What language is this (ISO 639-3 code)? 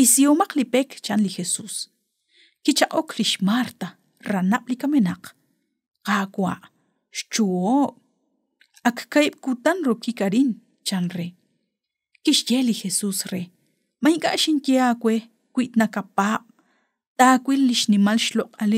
kek